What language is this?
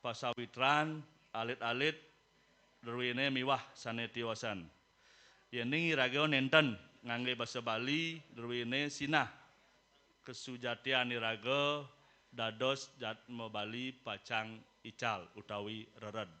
Balinese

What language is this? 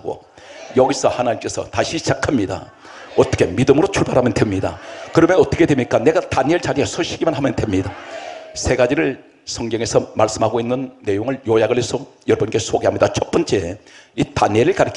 Korean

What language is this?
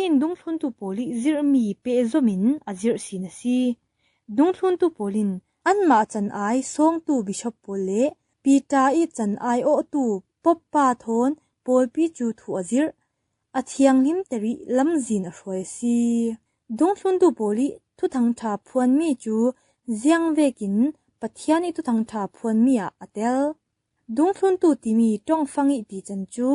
Falam Chin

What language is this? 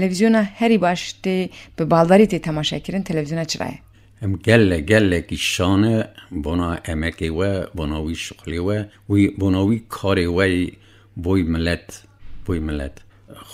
Kurdish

